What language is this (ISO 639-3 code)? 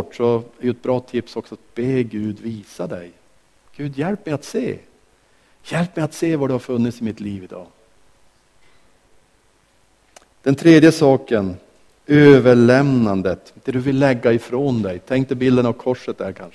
swe